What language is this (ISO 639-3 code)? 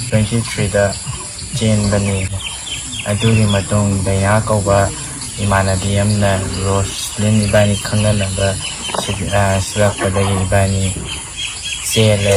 mni